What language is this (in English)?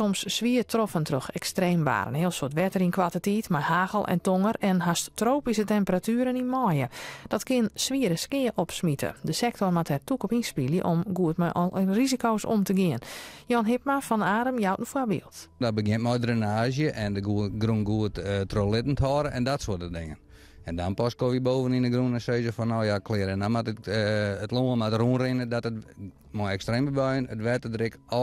Western Frisian